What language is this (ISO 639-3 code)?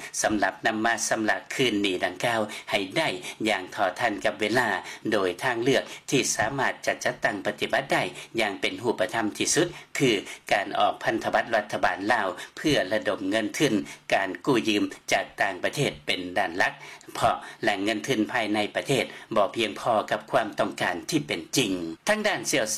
lao